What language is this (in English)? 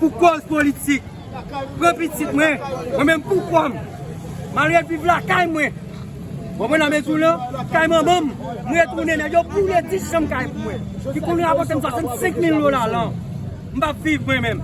Haitian Creole